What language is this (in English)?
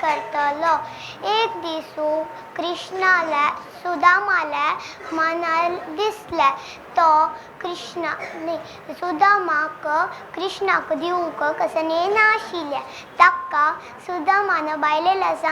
Konkani